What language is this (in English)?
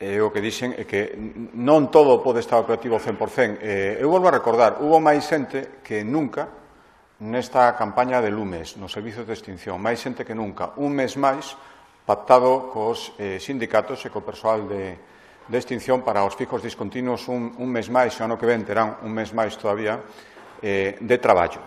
Galician